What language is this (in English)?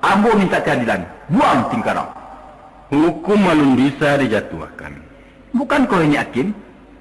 Minangkabau